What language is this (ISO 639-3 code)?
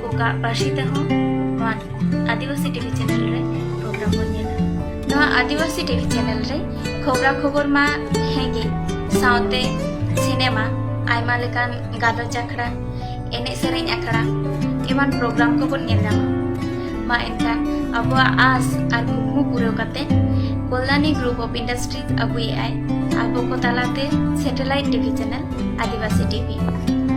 sat